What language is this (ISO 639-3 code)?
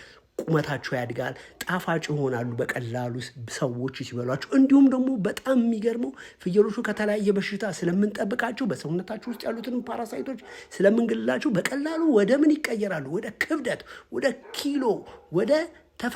amh